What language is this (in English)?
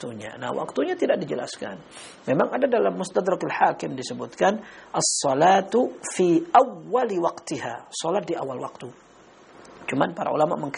Indonesian